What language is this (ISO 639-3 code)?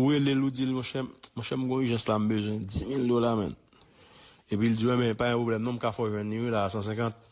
hat